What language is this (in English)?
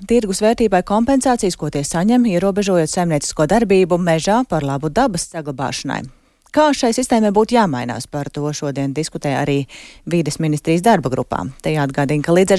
Latvian